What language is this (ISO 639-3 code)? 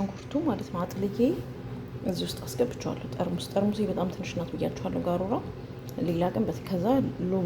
amh